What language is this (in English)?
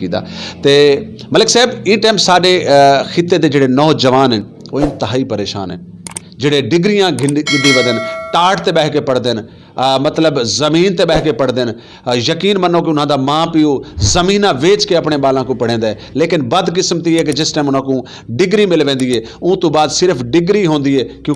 Saraiki